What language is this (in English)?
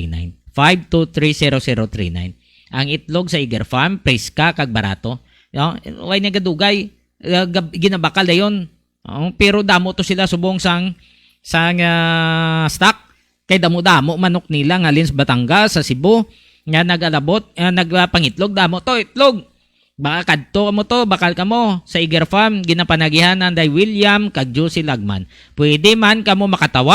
Hiligaynon